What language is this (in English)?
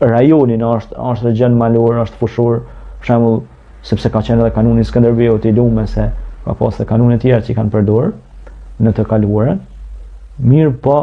Albanian